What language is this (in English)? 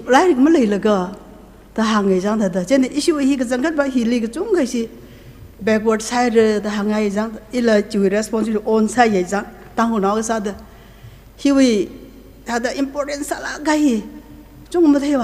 Tangkhul Naga (India)